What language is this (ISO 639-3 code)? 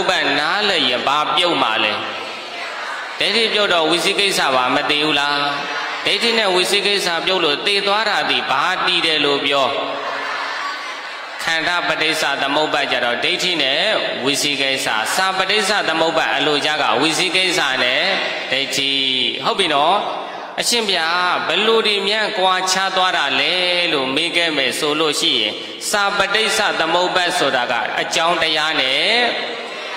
mya